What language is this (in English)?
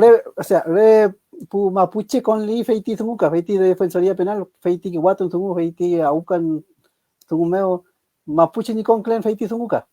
Mapuche